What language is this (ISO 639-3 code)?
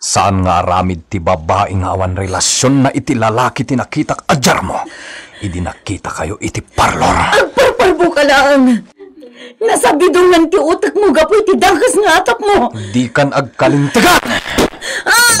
ilo